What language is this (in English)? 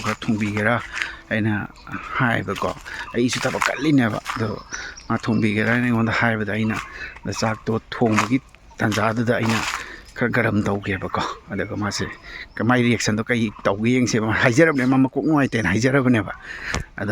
Manipuri